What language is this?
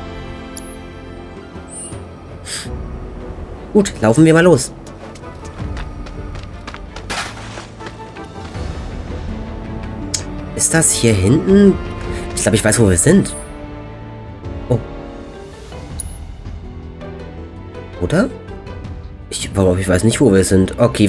German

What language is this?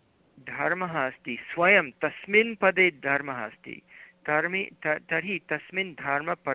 Sanskrit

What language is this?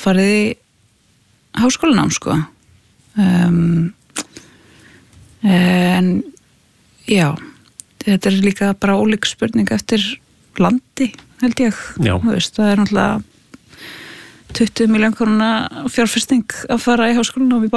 Icelandic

